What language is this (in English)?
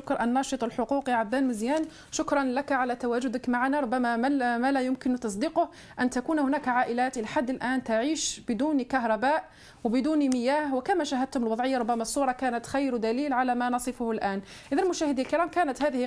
Arabic